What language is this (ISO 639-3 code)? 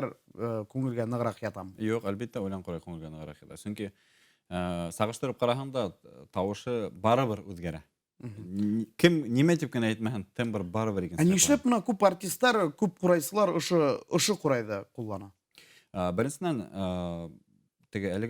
bak